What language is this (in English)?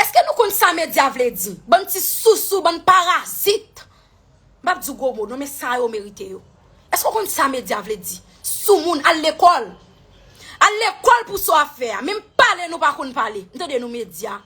Haitian Creole